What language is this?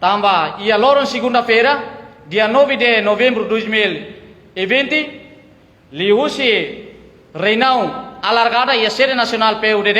Tetum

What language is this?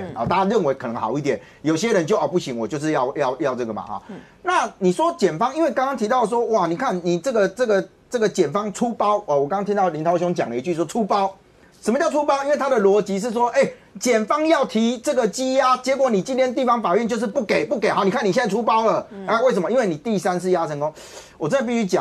Chinese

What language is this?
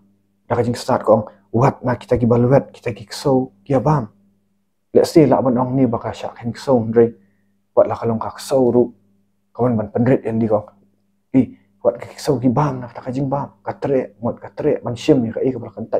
Khasi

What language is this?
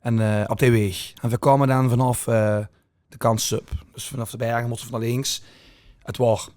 Limburgish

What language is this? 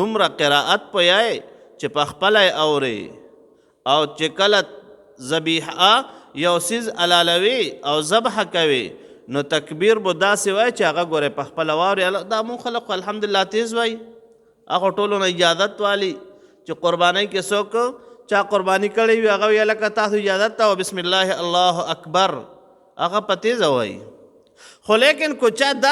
Pashto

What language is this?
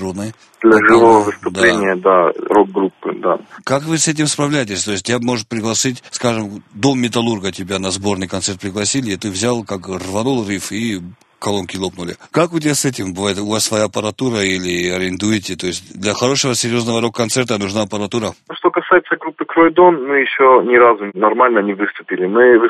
Russian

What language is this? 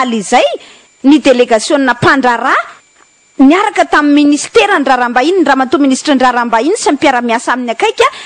Malagasy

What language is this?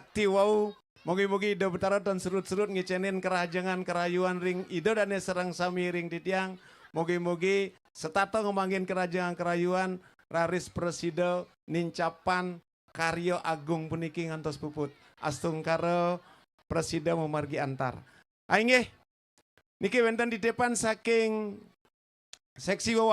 Balinese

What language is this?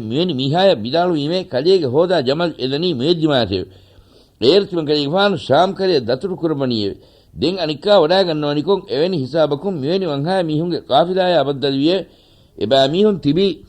Divehi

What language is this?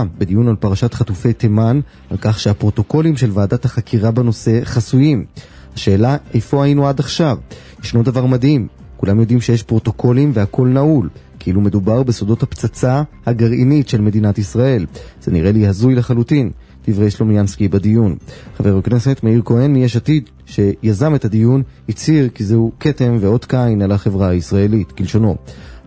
Hebrew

